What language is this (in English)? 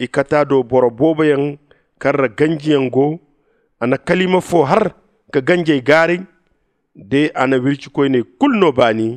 Zarma